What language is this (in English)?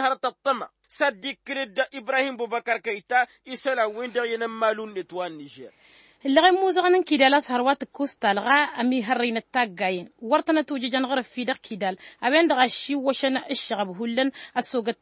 Tamasheq